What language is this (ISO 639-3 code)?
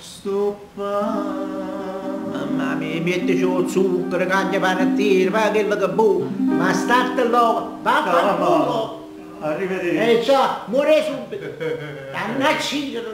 nap